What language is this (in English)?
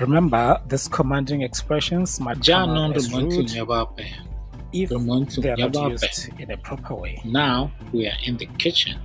Tswana